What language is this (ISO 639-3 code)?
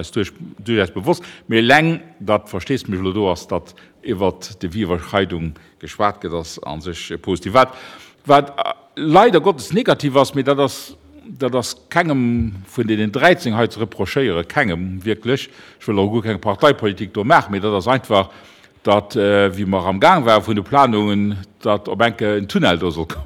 ltz